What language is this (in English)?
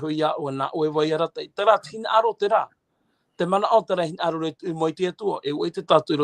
Tahitian